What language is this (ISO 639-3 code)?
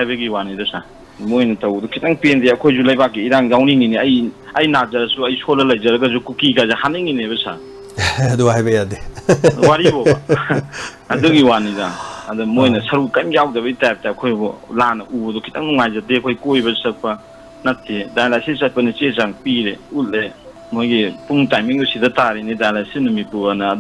mni